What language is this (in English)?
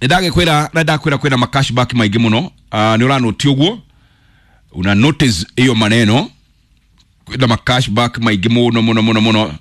Kikuyu